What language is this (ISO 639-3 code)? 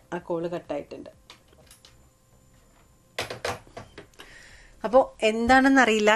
mal